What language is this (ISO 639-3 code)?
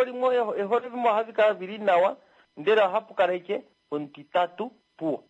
kua